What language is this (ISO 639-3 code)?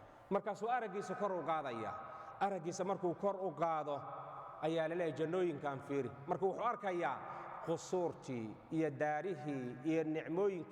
som